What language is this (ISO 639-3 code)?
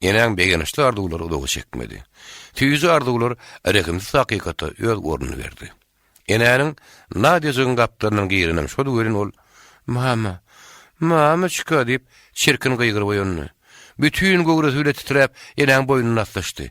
tuk